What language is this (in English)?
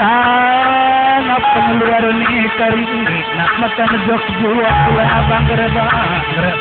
Batak Karo